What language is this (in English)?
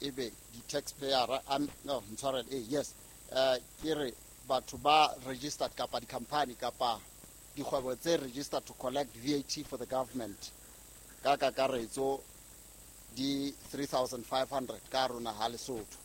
Southern Sotho